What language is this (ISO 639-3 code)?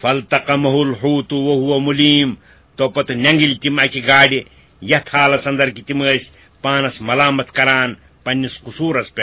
kas